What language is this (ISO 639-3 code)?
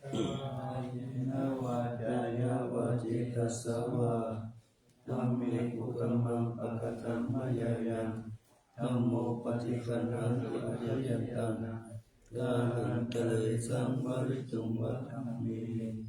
pli